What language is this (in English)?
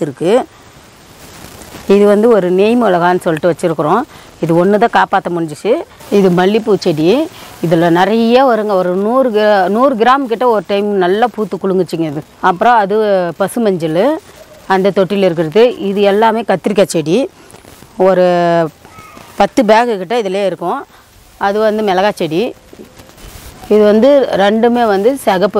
Tamil